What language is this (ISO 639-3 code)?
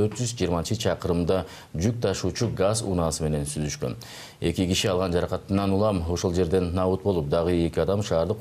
kir